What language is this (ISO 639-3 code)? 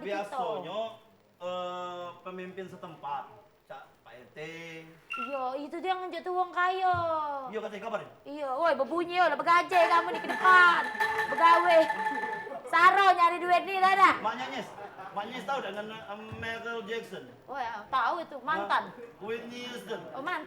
mui